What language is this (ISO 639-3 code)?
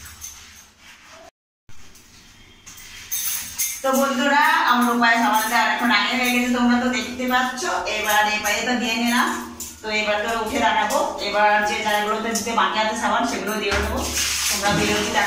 ben